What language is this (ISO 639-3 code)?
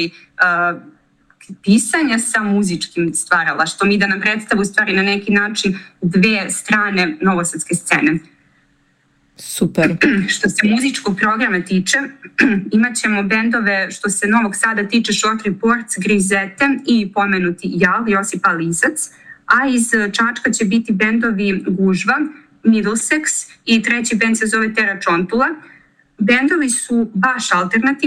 srp